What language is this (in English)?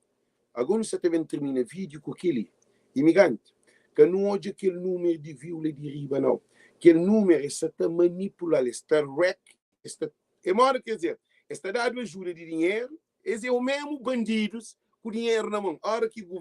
Kabuverdianu